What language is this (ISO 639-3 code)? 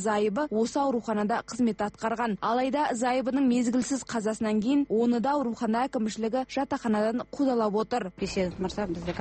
kaz